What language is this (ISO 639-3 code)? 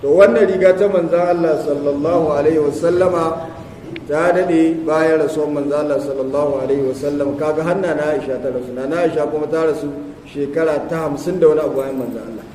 hau